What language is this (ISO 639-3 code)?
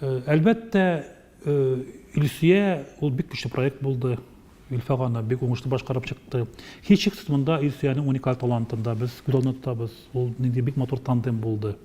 tat